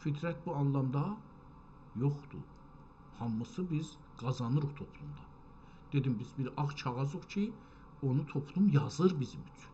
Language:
South Azerbaijani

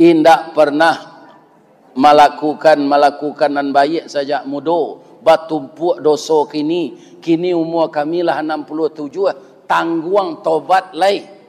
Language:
Minangkabau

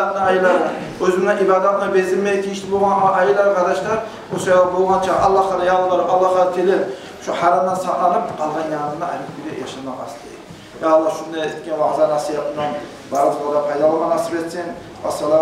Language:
Kumyk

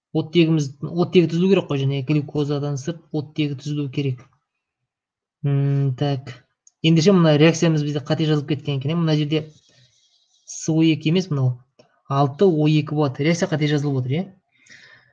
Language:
Kazakh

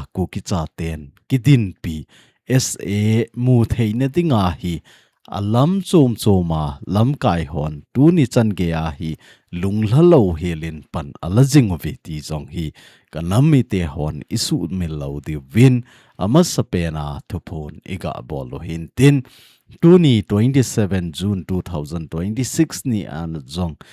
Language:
Thado Chin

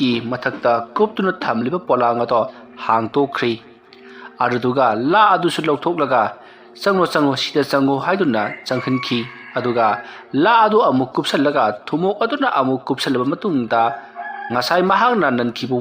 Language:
Manipuri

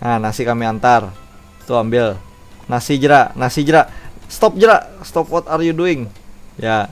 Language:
Banjar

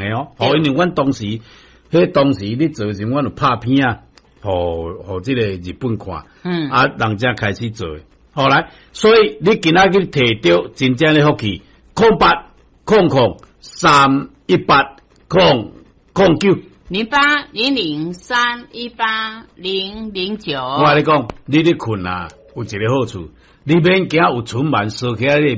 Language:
Min Nan Chinese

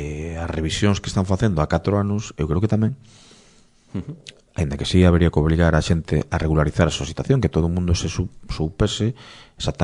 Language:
Galician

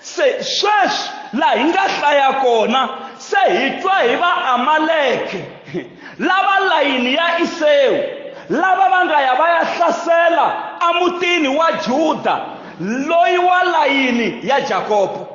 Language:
Tsonga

